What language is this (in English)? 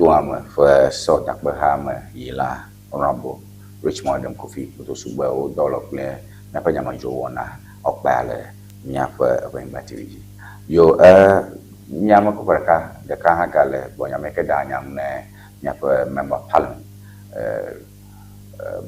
Ewe